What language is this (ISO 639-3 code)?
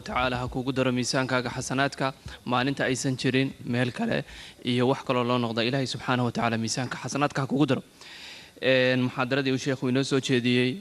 som